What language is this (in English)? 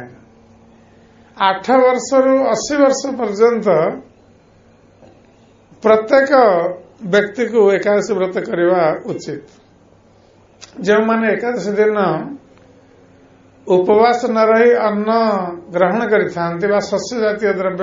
Odia